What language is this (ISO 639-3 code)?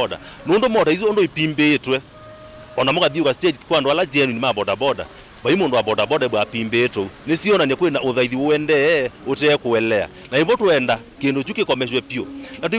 kam